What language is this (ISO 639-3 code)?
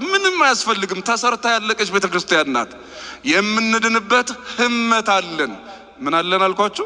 amh